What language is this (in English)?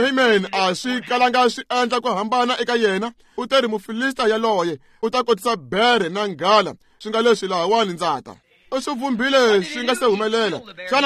Tsonga